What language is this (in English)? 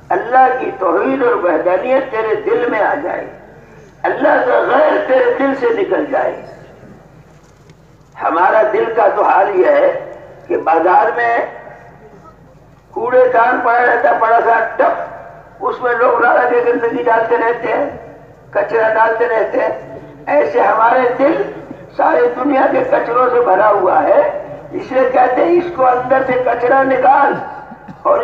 Urdu